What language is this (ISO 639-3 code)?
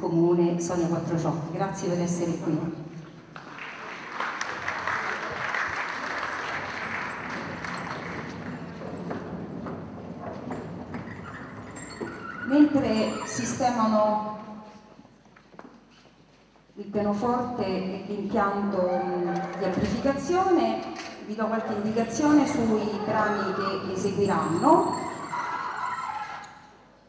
ita